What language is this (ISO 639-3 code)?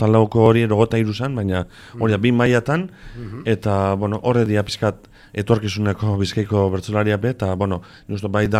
eus